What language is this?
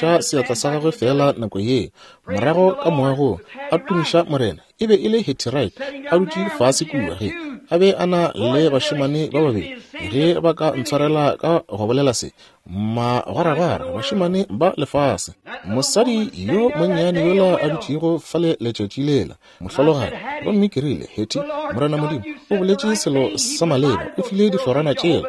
Northern Sotho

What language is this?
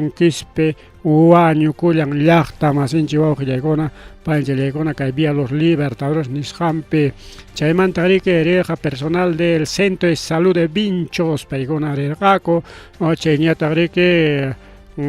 Ayacucho Quechua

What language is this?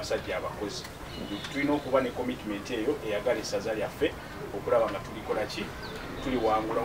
Ganda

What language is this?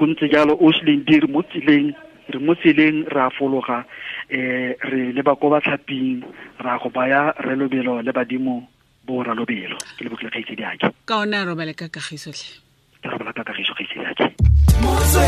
Tswana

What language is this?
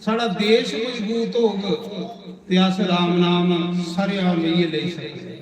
Dogri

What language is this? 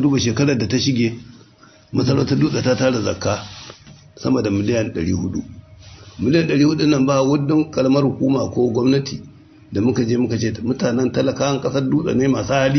Hausa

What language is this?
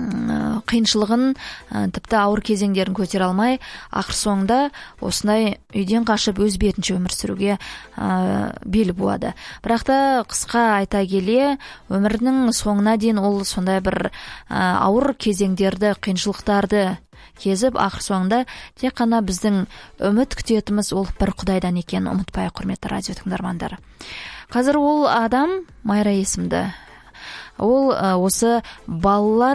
Kazakh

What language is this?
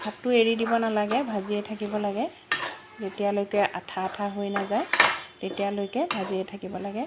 Assamese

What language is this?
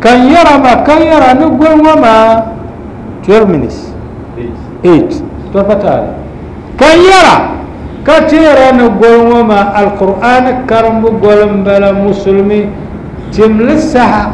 Dagbani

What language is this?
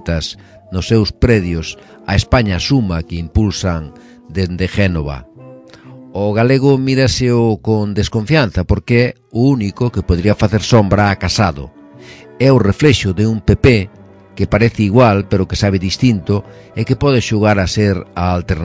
Galician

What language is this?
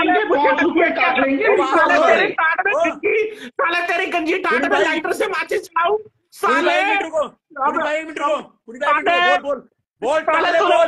Hindi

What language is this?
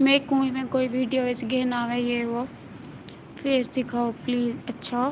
Saraiki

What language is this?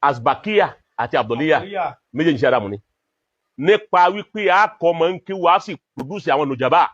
Yoruba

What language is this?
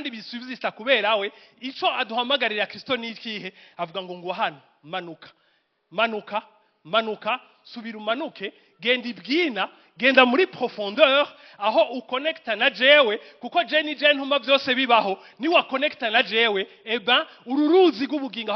Rundi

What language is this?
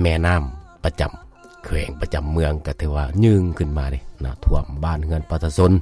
Lao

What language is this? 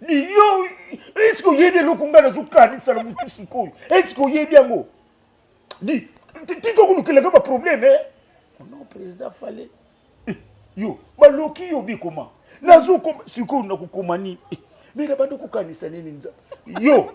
Lingala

